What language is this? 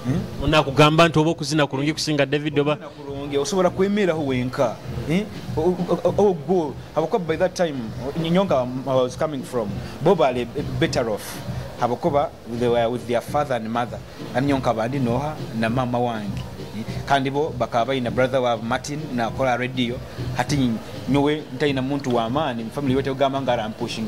Nyoro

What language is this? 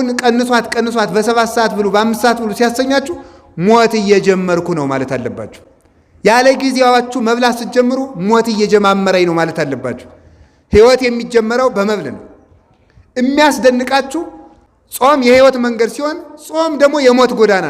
Amharic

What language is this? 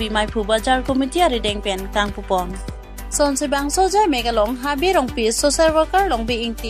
Karbi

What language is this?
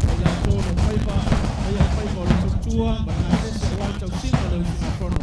Samoan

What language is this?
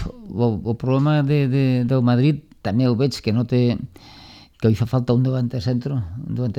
Catalan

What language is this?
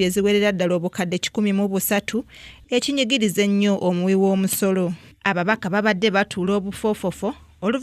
Ganda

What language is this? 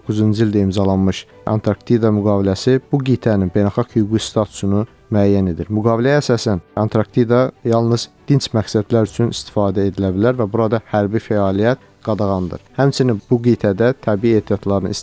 Azerbaijani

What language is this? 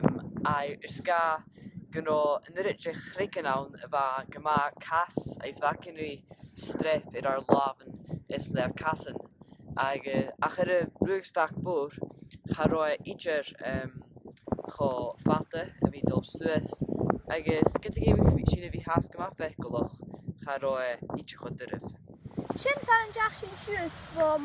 Scottish Gaelic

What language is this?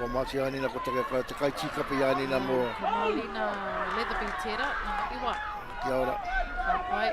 Māori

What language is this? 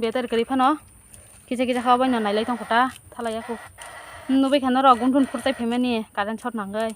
Kok Borok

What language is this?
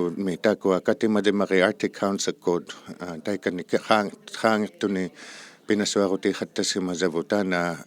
Inuktitut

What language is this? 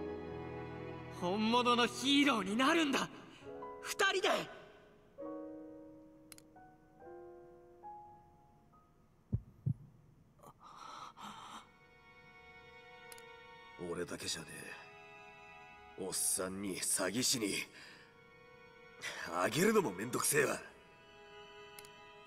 Japanese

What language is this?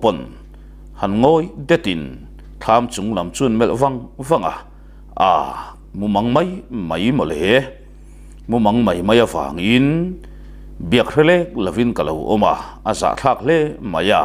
Mizo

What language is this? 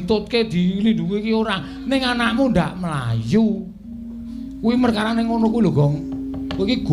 Javanese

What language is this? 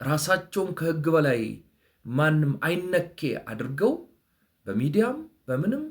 Amharic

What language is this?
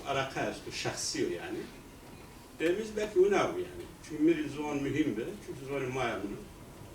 Kurdish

